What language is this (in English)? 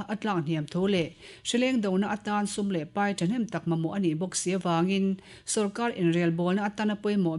Mizo